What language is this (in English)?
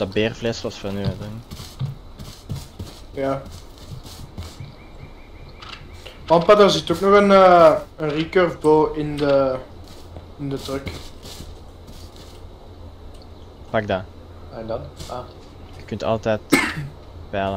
Dutch